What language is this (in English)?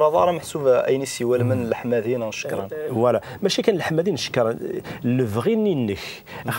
Kabyle